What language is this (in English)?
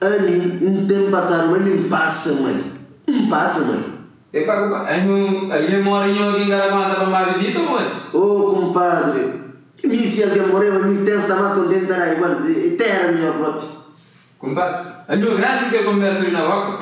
Kabuverdianu